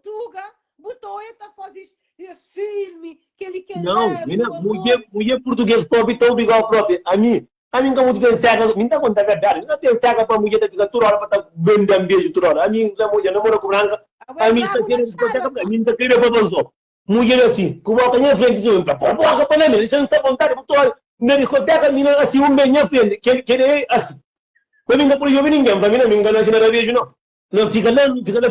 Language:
Kabuverdianu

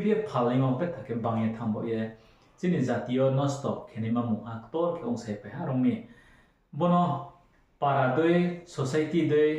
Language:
Riang (India)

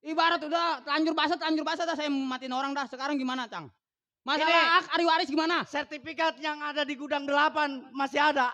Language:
Betawi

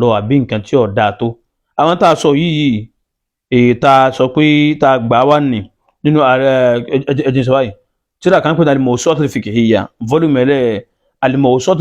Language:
Yoruba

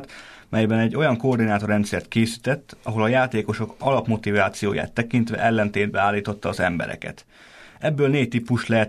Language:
Hungarian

